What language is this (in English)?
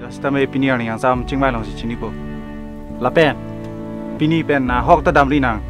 Karbi